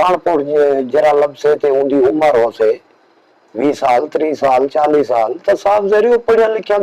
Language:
Saraiki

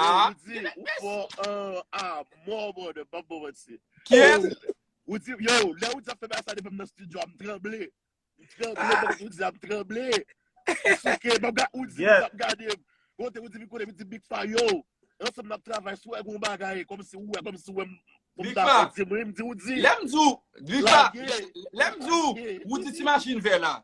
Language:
Haitian Creole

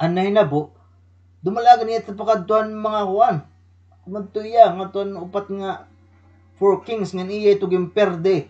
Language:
Waray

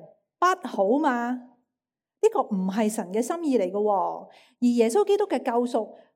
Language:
Cantonese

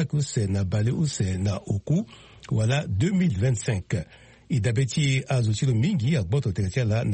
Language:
Sango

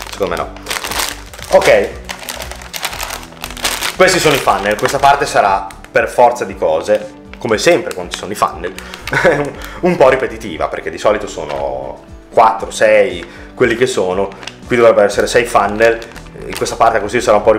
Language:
Italian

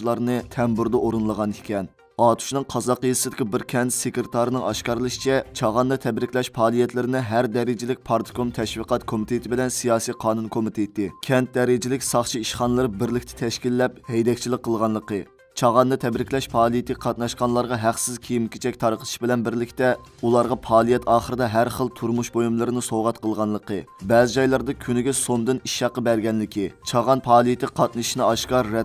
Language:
Uyghur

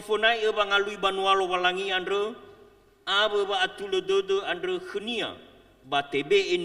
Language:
Nias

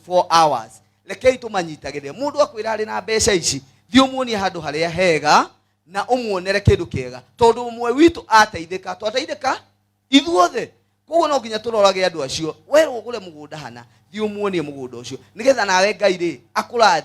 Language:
Kikuyu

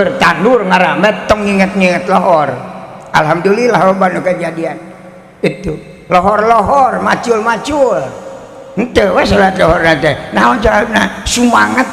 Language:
Sundanese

